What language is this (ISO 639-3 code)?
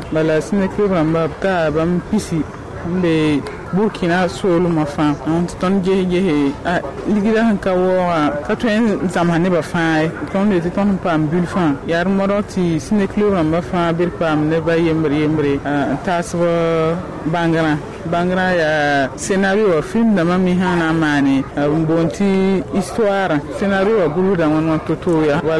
mos